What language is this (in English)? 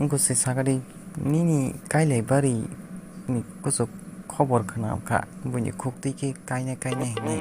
Kok Borok